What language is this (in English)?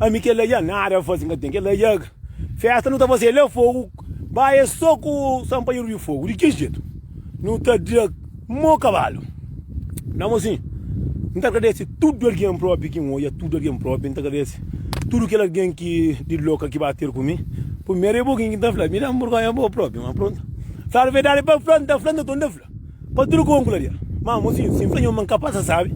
Kabuverdianu